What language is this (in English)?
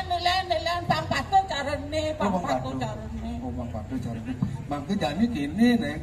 Balinese